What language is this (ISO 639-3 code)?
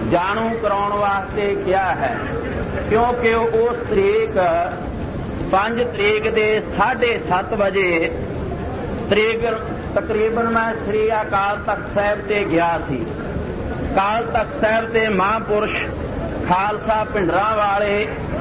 pan